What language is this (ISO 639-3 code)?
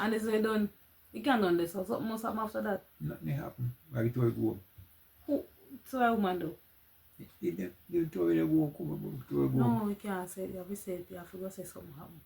jam